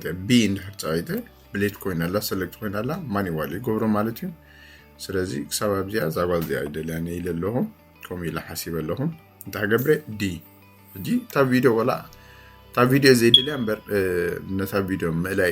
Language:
Tigrinya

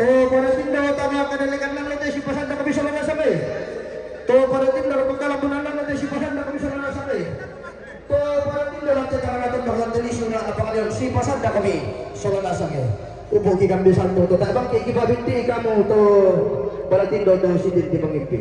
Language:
Toraja-Sa'dan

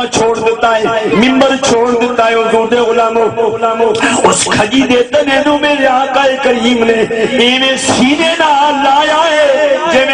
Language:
Saraiki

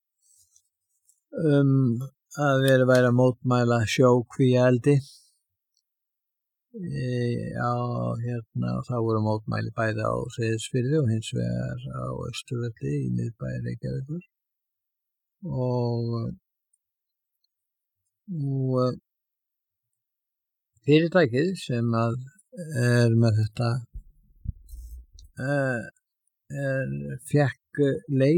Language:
Icelandic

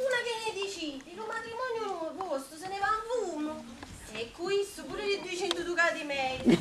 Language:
Neapolitan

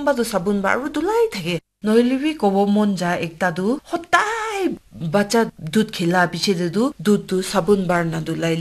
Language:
Naga Pidgin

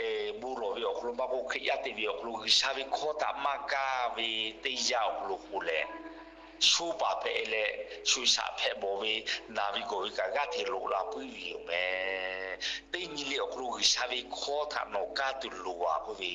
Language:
Lahu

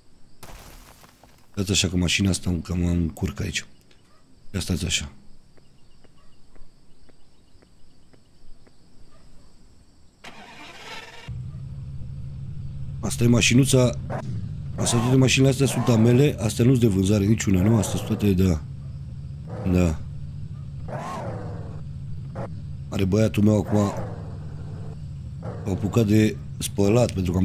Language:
Romanian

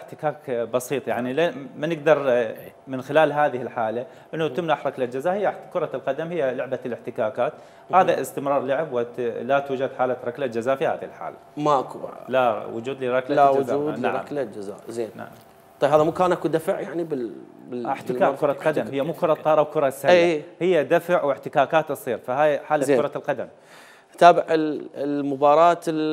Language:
Mesopotamian Arabic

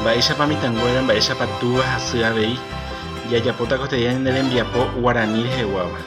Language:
Guarani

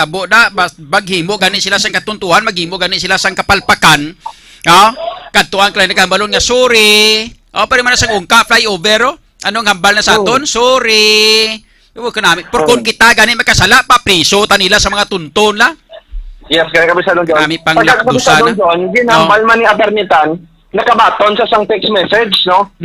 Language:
Hiligaynon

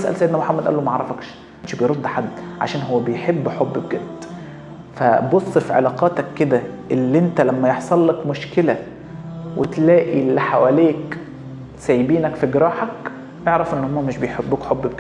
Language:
Egyptian Arabic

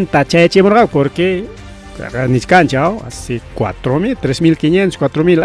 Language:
Ayacucho Quechua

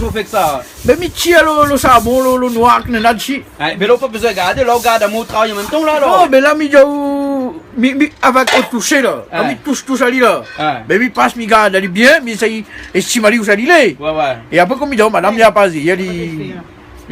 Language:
Réunion Creole French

